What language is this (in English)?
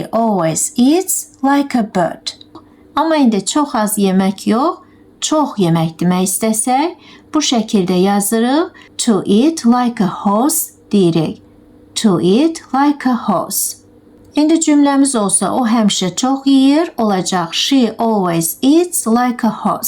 Azerbaijani